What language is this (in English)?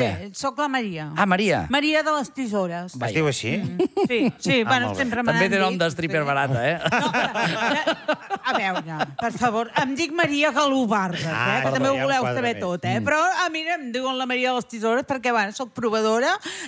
Catalan